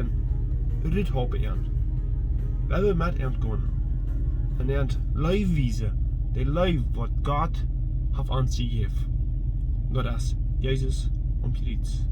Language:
Plautdietsch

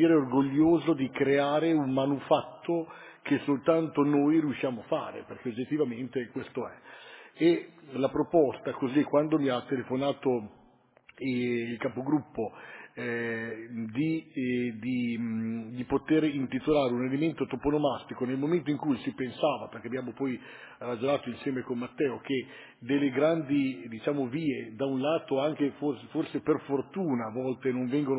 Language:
Italian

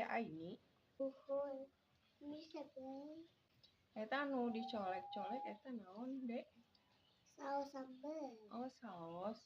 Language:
Sundanese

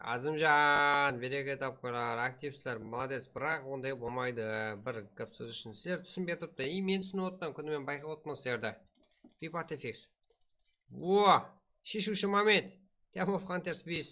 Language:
Kara-Kalpak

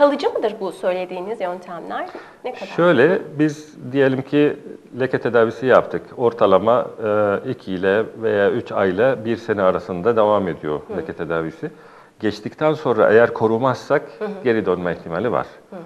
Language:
Turkish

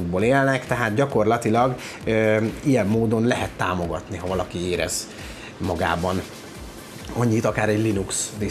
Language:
Hungarian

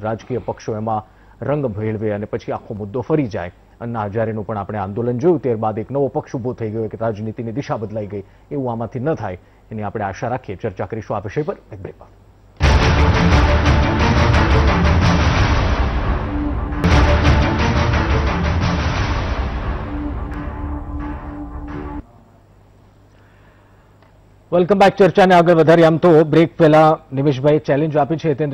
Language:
Gujarati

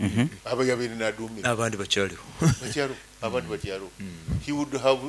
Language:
Nyoro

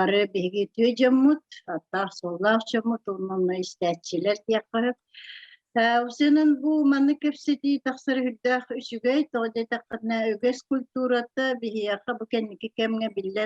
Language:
Yakut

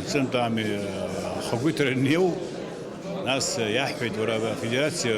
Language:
Abkhazian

